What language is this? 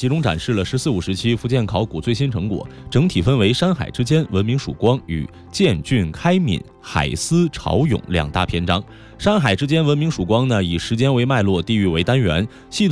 Chinese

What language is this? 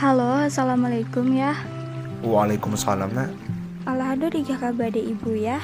Minangkabau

